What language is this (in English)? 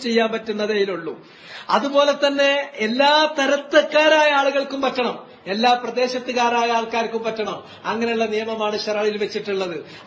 Malayalam